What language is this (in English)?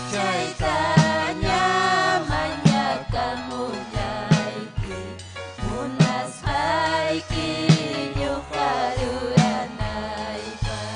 Ayacucho Quechua